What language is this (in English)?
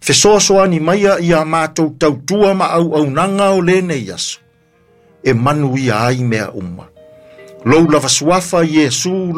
Samoan